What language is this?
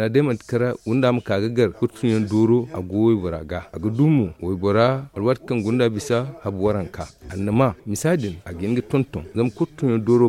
Zarma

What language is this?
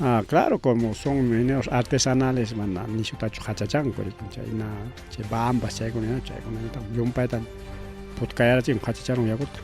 Ayacucho Quechua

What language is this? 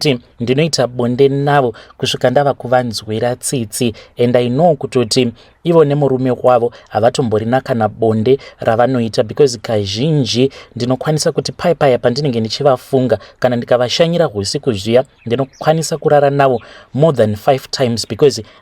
Shona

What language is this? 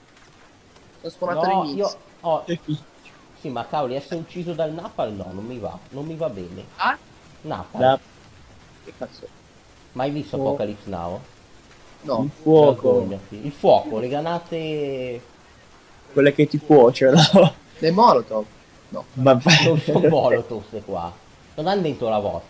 Italian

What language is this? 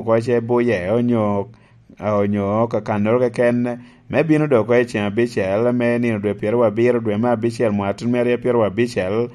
Lango (Uganda)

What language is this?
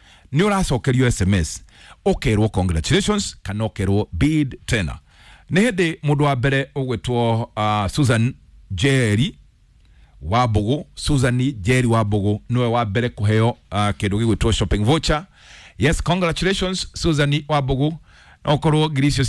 Kikuyu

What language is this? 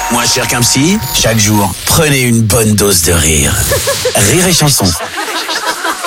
French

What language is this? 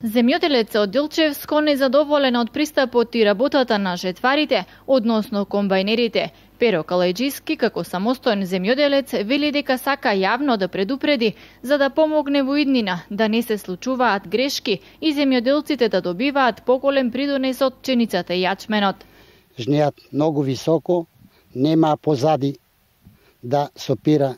Macedonian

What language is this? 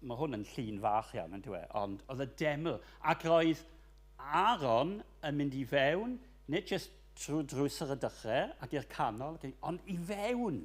Welsh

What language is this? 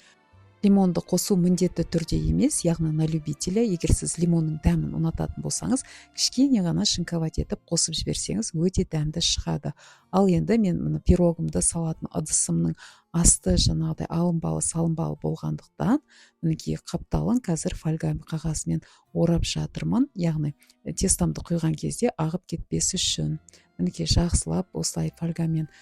Kazakh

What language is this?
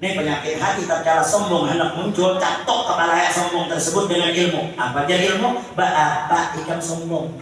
Banjar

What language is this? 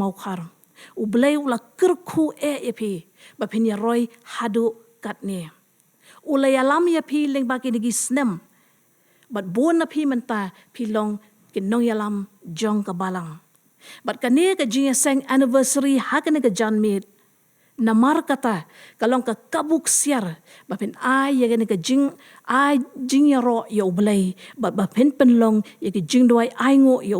Khasi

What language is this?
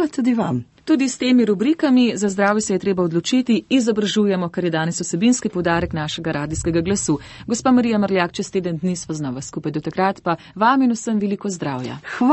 Slovenian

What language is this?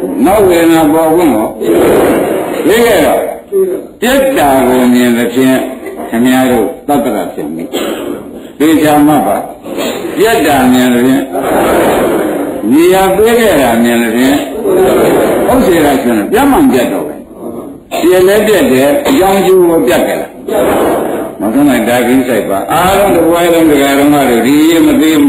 Burmese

